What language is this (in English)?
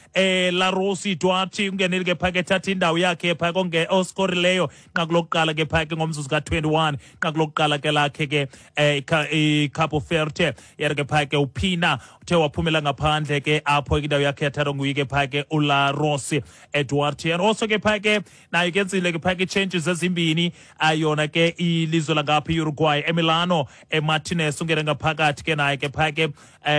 Xhosa